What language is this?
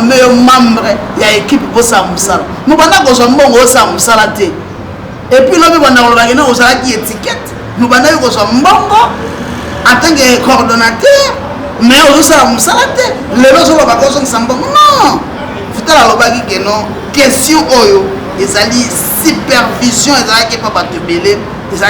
Lingala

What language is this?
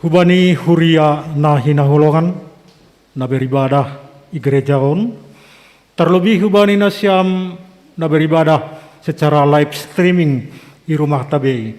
Batak Simalungun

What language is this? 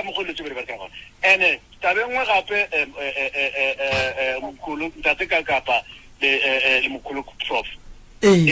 Northern Sotho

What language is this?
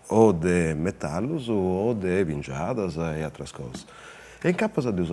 Sardinian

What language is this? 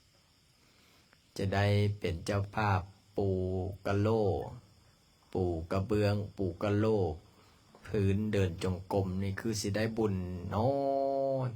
Lao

